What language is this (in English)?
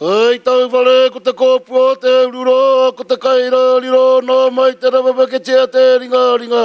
Māori